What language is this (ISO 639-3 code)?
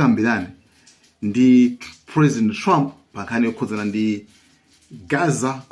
nya